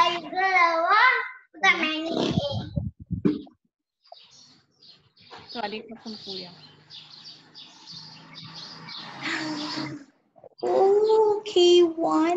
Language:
Thai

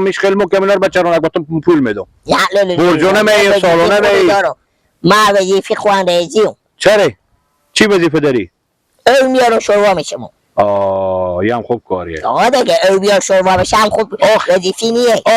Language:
Persian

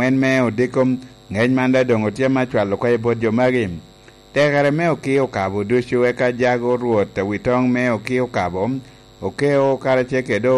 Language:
Lango (Uganda)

